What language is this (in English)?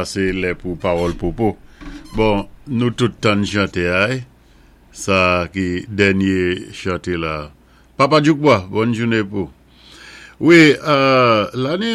Saint Lucian Creole French